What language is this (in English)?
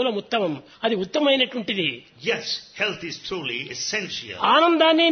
Telugu